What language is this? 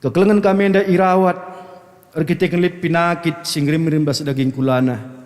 Batak Karo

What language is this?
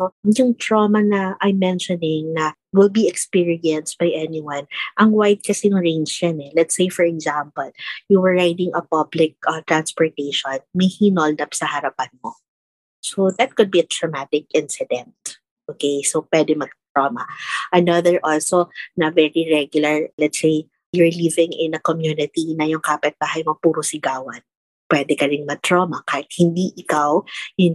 Filipino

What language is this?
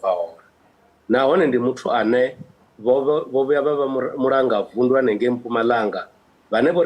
Venda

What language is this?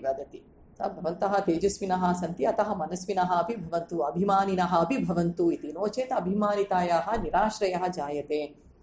Sanskrit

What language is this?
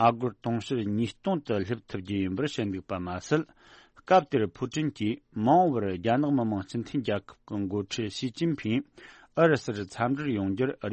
Tibetan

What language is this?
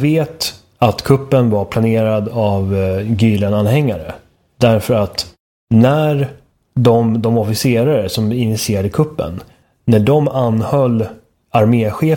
Swedish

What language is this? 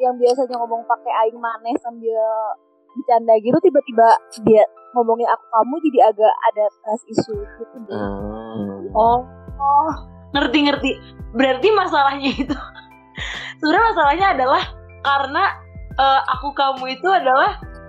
Indonesian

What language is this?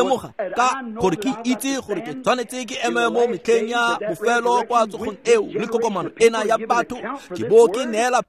Tswana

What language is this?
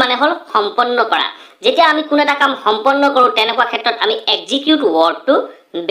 Assamese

